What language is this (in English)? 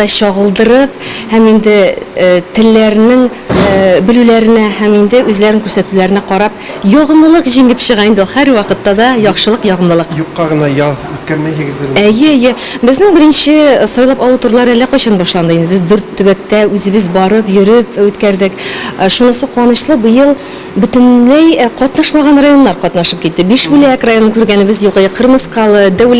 Tatar